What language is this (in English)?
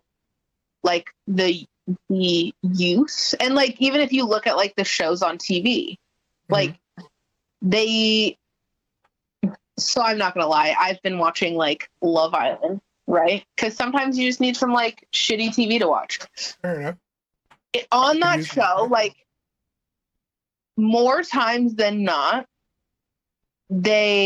English